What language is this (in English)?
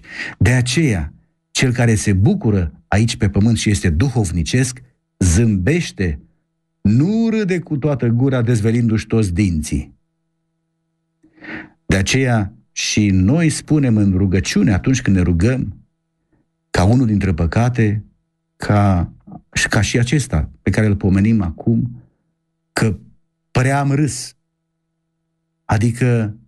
Romanian